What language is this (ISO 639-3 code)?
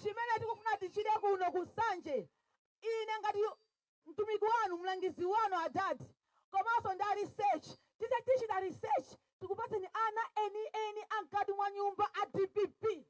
nya